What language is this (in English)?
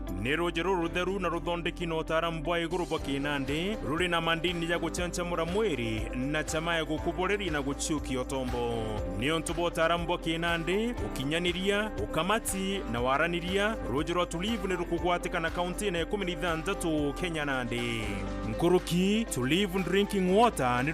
Meru